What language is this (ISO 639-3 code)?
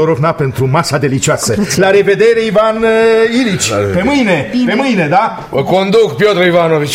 ron